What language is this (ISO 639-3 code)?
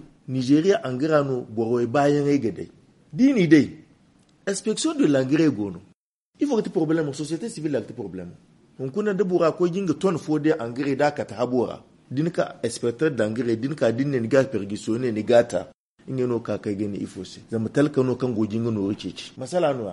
dje